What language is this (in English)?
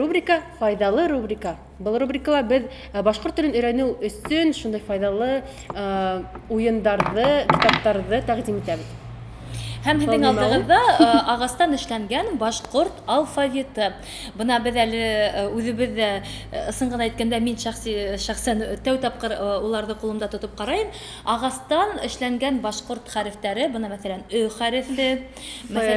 Bashkir